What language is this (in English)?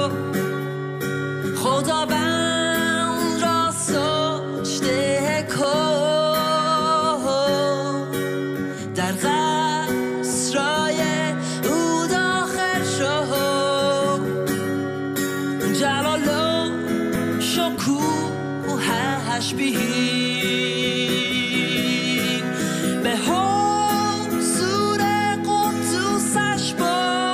Persian